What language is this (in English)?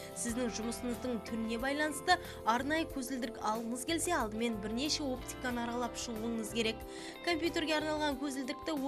Kazakh